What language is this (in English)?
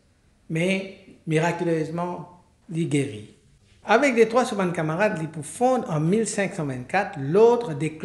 Morisyen